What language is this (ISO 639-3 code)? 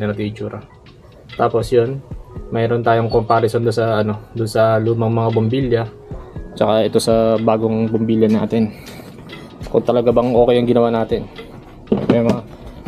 fil